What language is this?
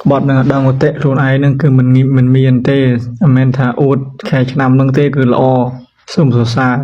Khmer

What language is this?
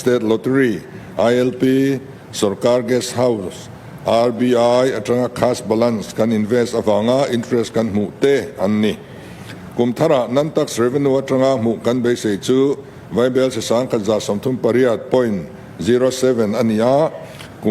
Mizo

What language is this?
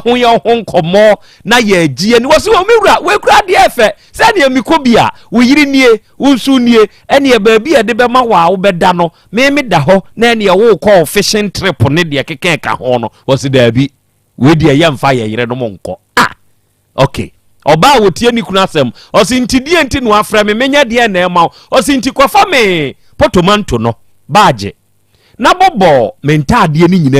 Akan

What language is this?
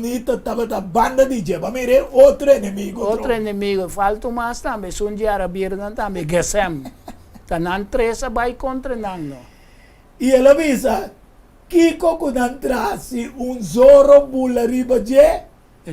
Papiamento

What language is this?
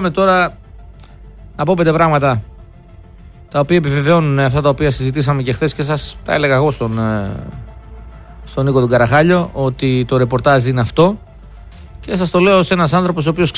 Greek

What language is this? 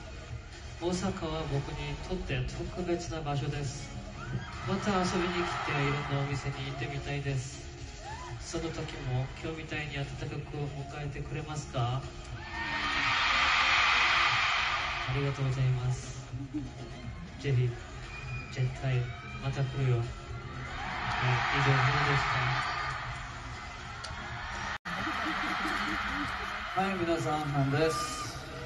Japanese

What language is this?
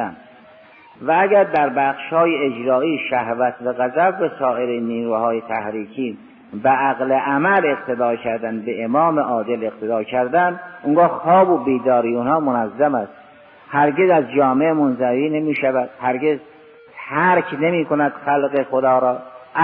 Persian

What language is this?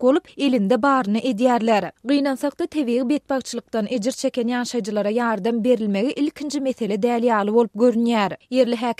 Turkmen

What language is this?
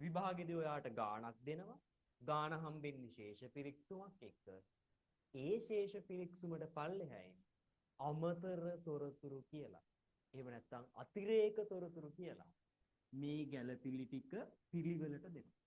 Sinhala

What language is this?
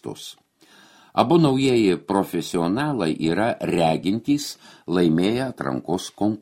Lithuanian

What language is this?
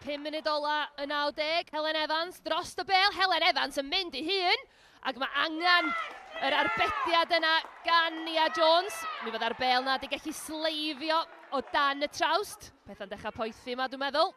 Welsh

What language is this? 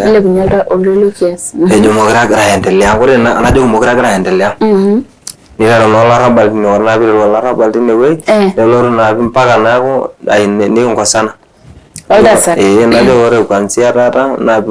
Masai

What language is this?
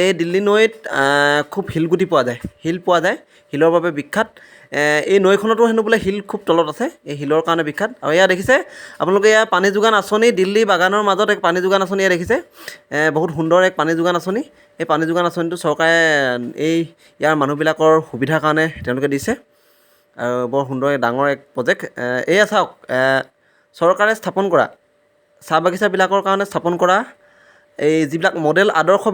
Assamese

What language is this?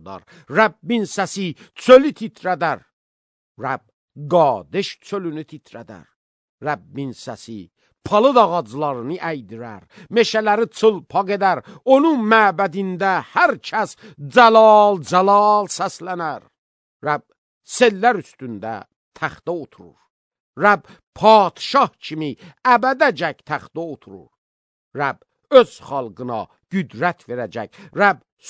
Azerbaijani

